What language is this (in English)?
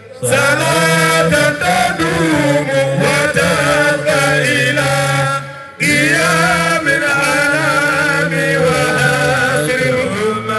Fula